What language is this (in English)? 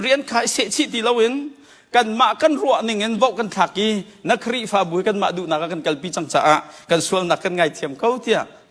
Hakha Chin